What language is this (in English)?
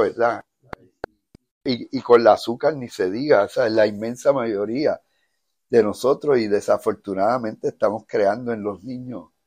Spanish